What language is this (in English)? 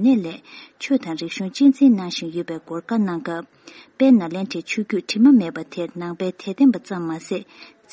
Tibetan